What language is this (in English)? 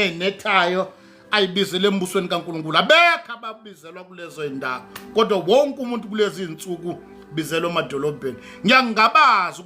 Zulu